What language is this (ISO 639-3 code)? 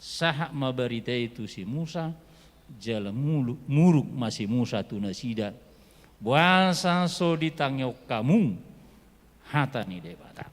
bbc